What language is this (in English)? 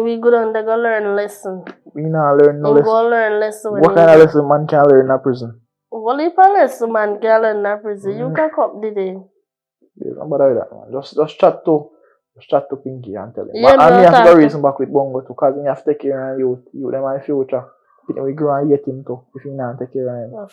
Jamaican Creole English